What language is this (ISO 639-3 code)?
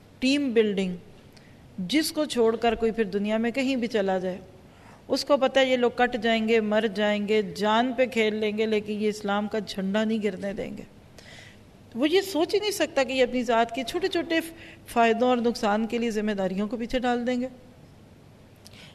urd